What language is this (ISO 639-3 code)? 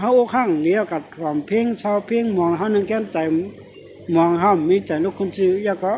shn